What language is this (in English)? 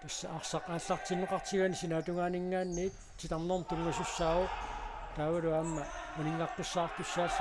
Kalaallisut